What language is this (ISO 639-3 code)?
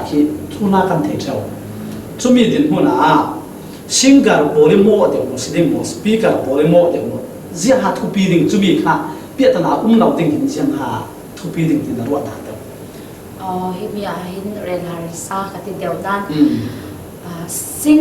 cfm